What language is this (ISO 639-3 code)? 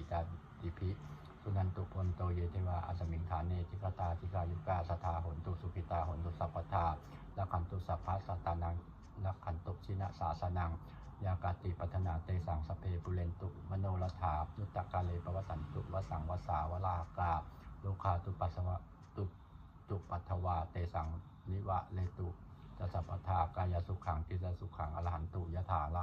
pli